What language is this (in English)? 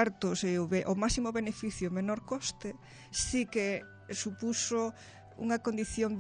Galician